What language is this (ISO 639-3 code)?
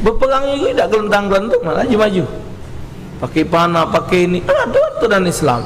mui